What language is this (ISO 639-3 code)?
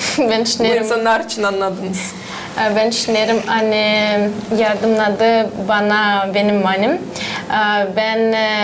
gag